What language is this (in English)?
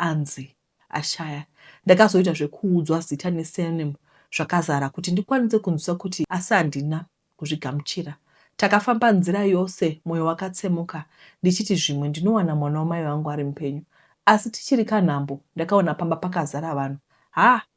Shona